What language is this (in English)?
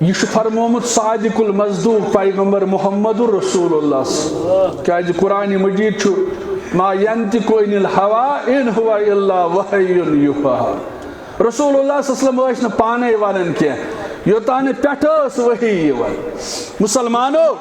Kashmiri